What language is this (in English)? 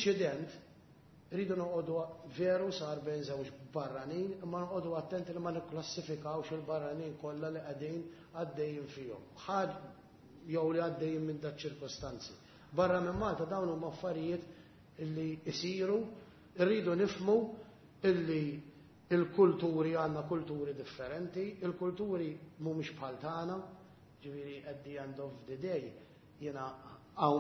Maltese